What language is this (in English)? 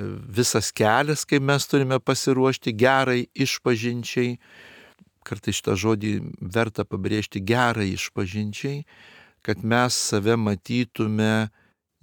Lithuanian